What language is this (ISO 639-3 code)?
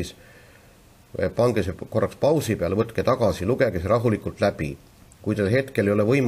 est